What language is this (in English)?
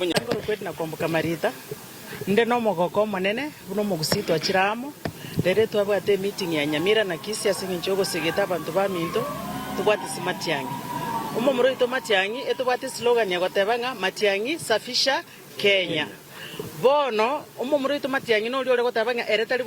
Gusii